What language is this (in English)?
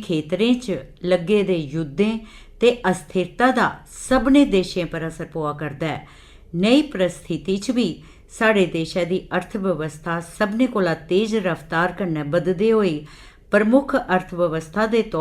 Dogri